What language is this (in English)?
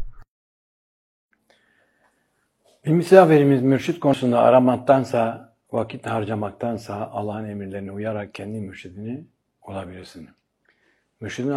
Turkish